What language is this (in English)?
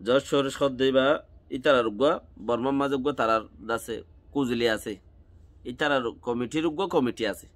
Rohingya